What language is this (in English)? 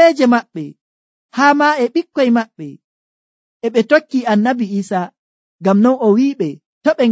Nigerian Fulfulde